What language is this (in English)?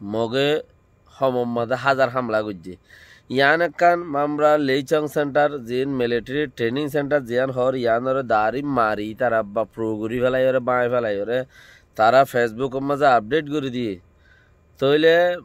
Rohingya